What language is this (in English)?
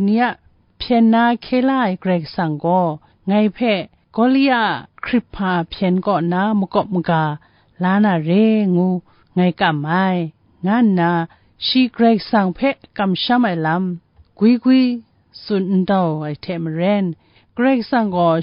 Kachin